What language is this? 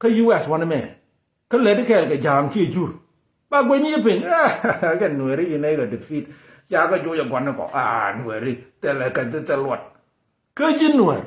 Nuer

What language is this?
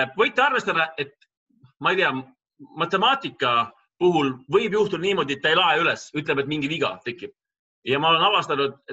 Estonian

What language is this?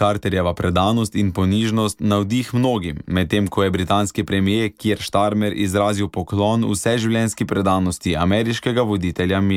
Slovenian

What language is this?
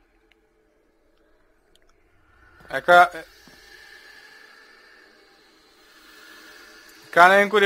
Czech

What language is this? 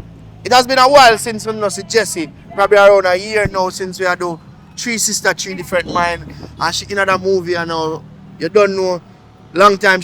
Jamaican Creole English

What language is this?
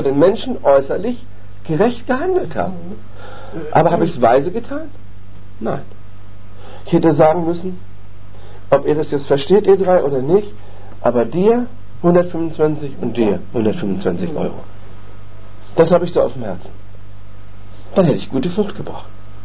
German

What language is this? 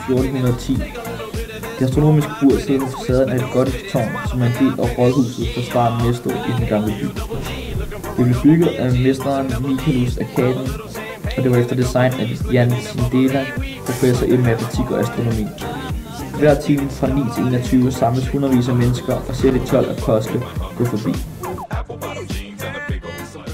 Danish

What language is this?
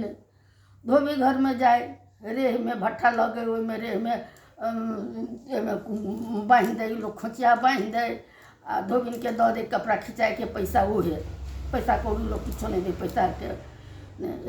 Maithili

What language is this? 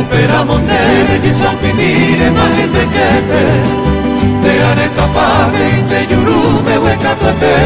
Guarani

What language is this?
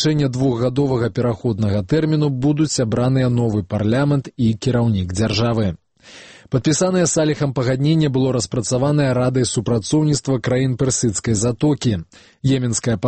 Belarusian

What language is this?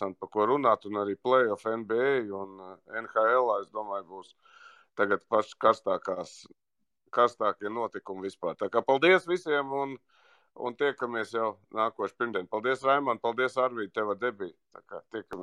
Latvian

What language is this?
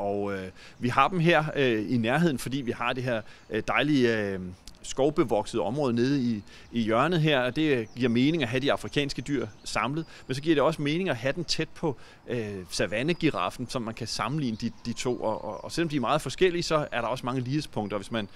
Danish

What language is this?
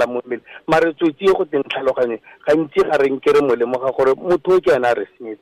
Tswana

